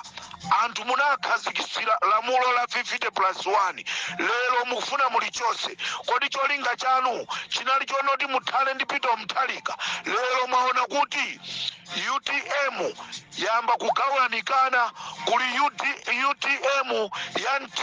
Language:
Nyanja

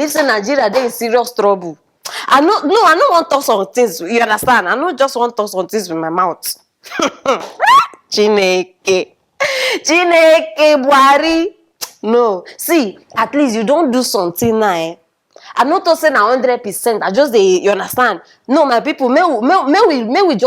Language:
Nigerian Pidgin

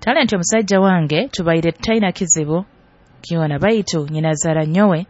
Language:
Nyoro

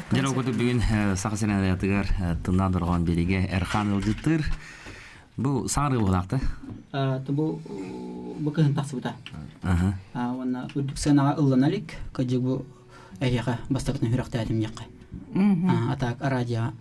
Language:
Yakut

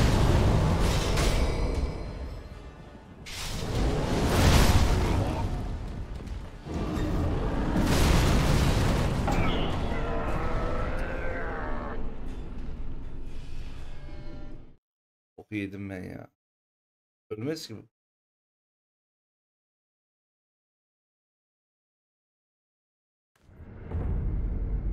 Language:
Turkish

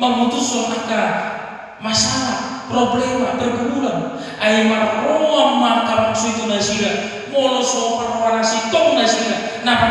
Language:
Batak Toba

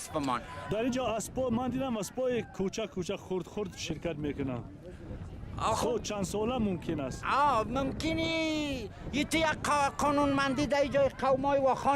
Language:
Persian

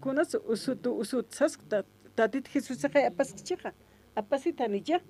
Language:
Aymara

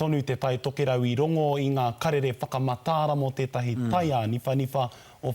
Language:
Māori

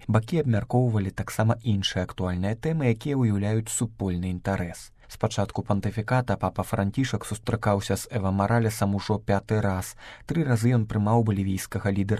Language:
Belarusian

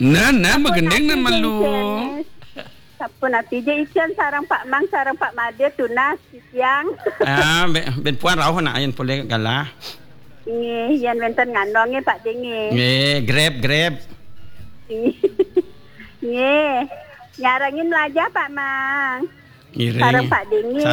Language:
Balinese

